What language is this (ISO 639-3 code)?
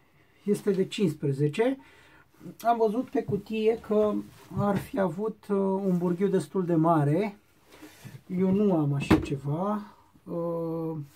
ron